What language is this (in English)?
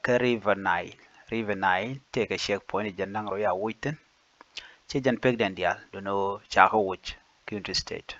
Nuer